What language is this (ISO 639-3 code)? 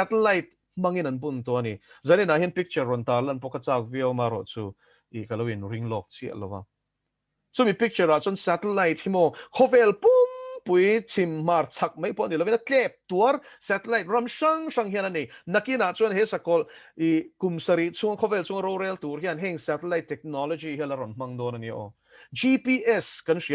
lus